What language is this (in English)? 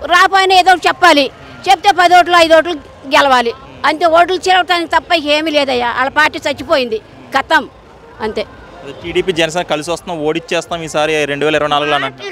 Telugu